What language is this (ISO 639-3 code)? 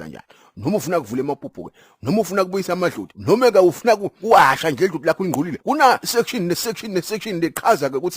zul